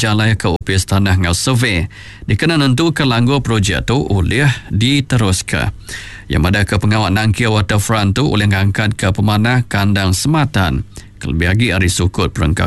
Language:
Iban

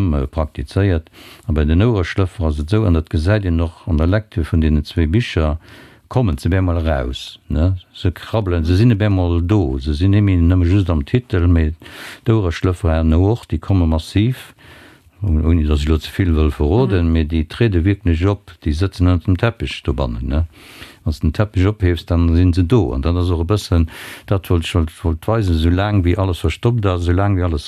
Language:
Luxembourgish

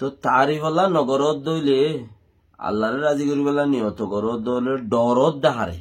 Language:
Rohingya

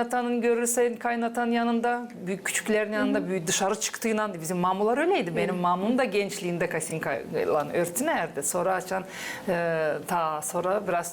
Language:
Gagauz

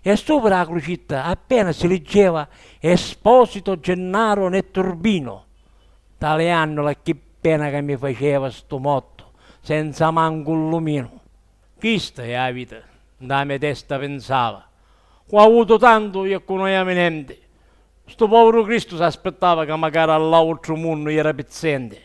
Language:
Sicilian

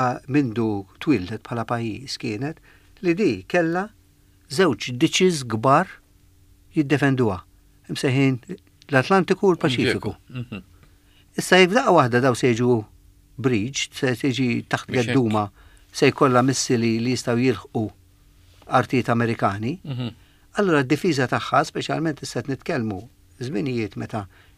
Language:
Maltese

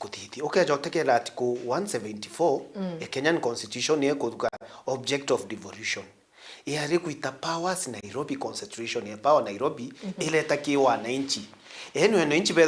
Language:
Meru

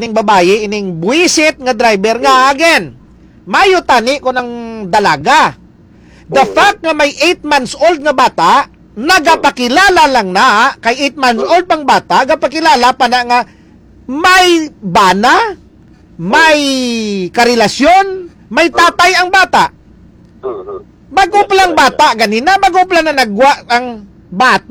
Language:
Hiligaynon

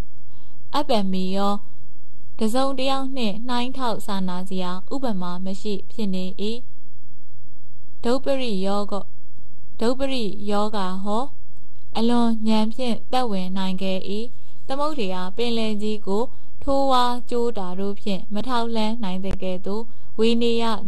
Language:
Burmese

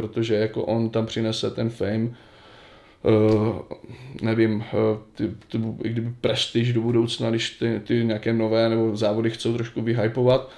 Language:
Czech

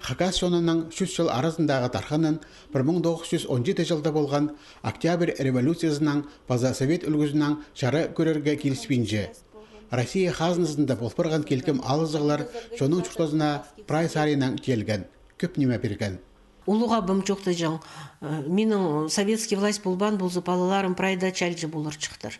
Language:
Khakas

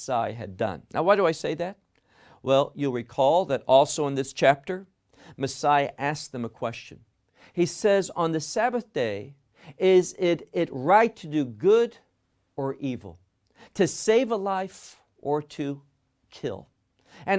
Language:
English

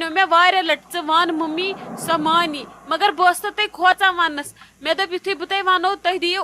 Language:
Kashmiri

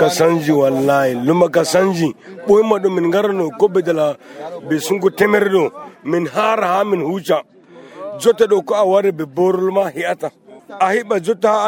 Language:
Nigerian Fulfulde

